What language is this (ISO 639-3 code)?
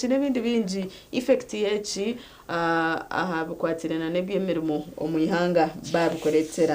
nyn